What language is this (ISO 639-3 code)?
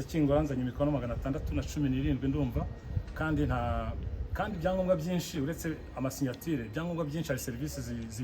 kin